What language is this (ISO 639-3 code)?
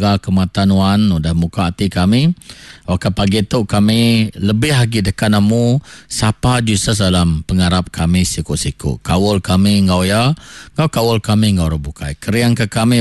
iba